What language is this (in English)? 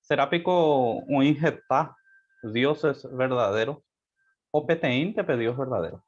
Guarani